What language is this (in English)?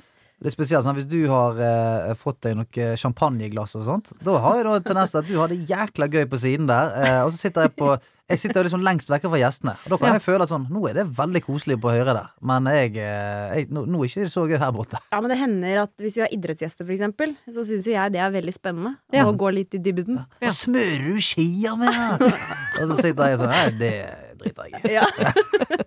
Norwegian